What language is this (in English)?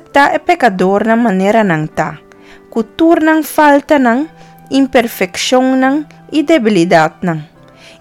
Papiamento